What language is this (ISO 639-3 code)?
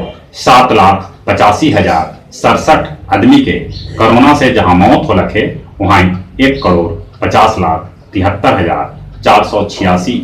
mag